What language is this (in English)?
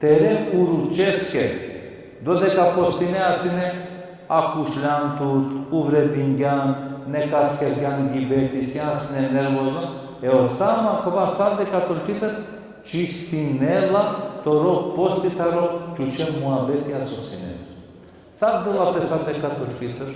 Balkan Romani